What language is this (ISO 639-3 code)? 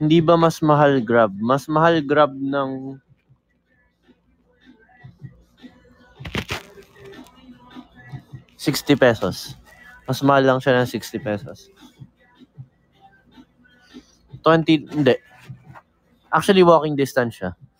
fil